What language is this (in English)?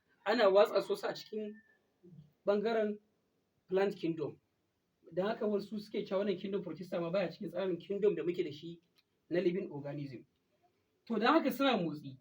Hausa